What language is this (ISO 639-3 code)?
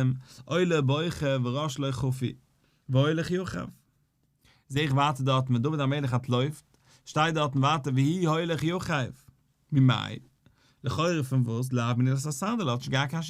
yid